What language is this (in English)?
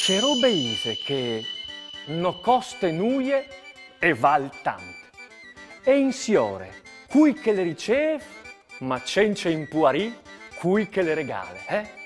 Friulian